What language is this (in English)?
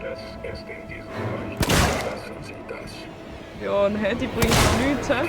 Swiss German